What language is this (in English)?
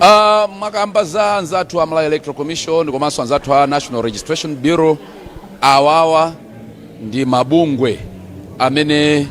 Nyanja